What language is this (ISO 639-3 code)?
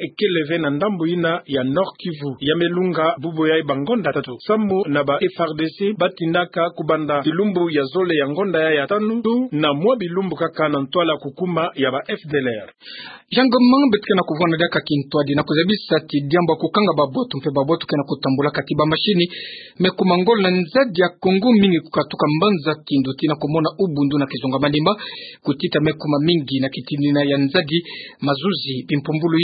ktu